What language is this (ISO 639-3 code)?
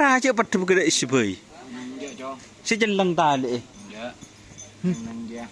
mad